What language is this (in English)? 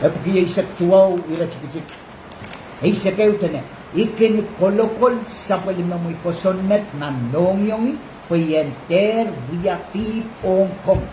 Pohnpeian